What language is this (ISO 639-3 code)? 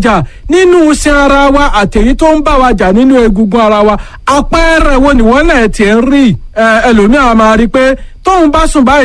yor